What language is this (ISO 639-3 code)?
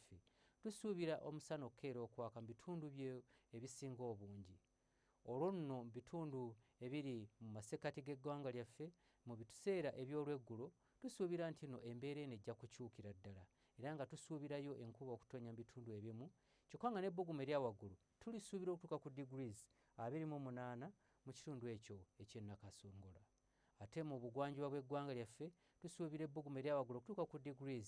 lug